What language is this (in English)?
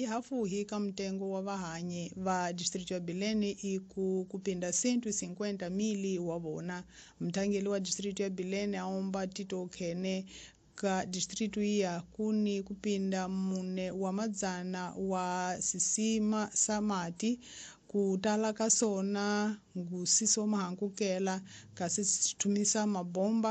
Tsonga